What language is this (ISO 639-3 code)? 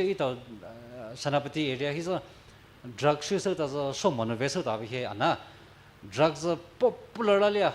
pmx